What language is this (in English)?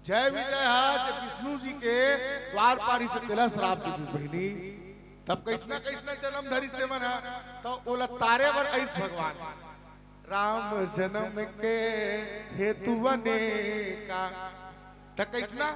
Chhattisgarhi